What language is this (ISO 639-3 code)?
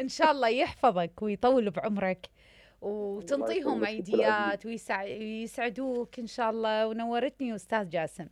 acm